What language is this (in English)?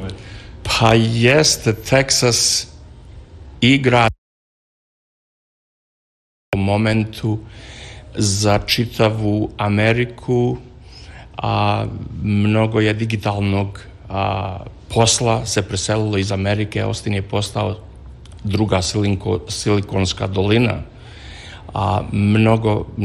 Serbian